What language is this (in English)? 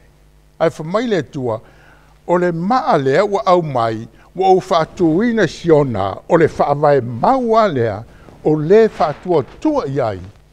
Samoan